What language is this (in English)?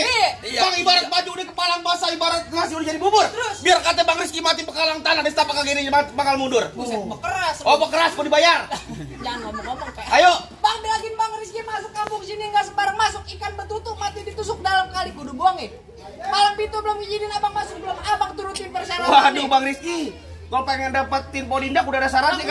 Betawi